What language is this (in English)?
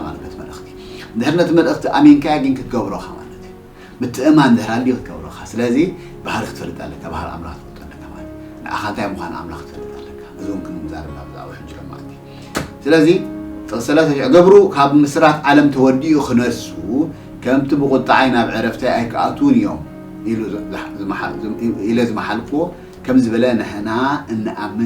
Tigrinya